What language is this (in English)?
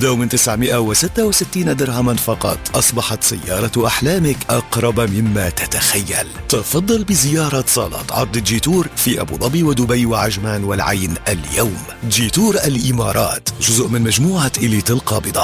Arabic